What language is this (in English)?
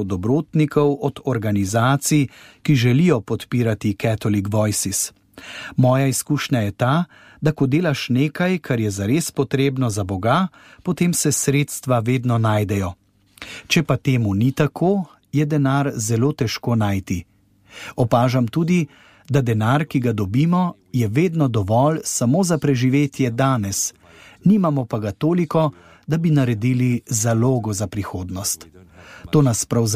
Slovenian